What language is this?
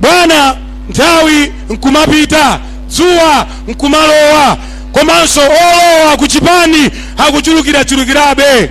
Nyanja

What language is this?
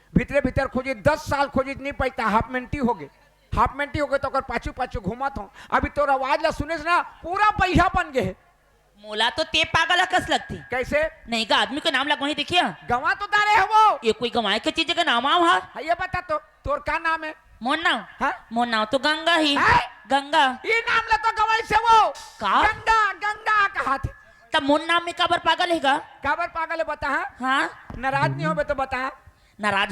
Chhattisgarhi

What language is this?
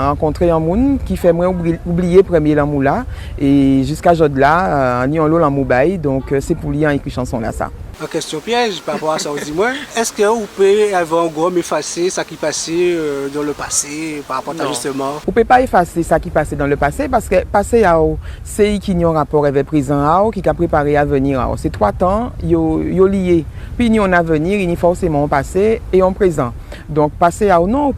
Guadeloupean Creole French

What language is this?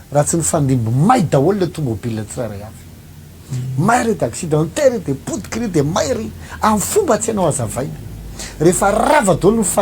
Malagasy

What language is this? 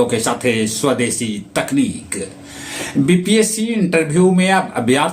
Magahi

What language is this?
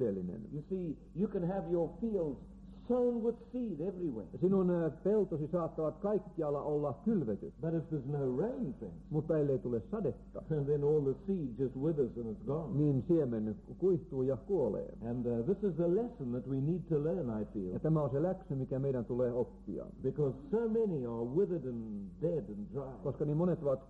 Finnish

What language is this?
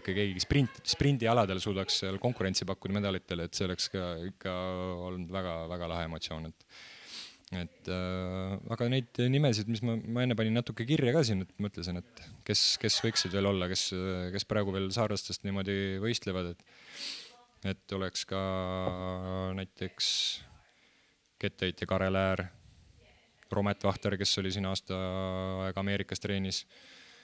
Estonian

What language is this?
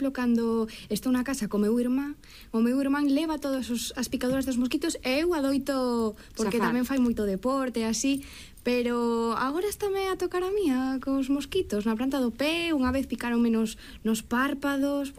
Galician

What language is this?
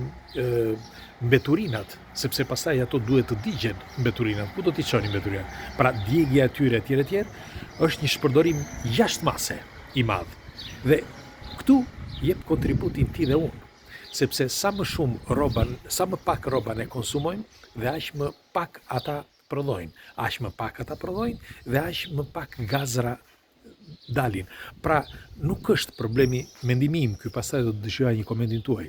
Albanian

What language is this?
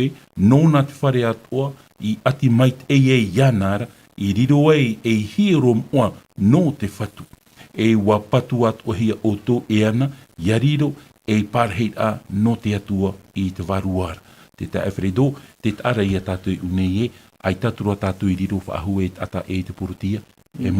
Tahitian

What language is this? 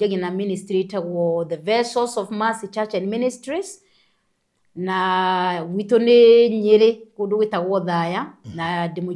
Kikuyu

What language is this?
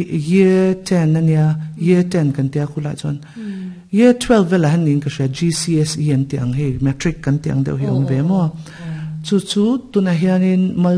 Mizo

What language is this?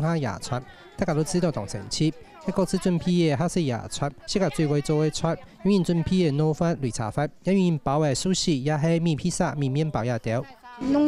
Hakka Chinese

